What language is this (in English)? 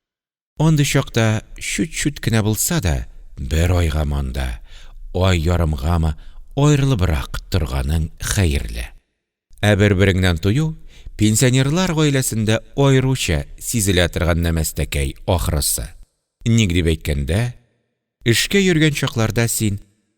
Tatar